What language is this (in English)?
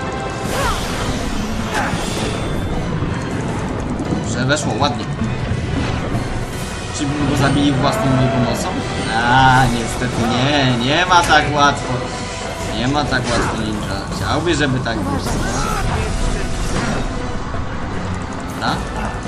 Polish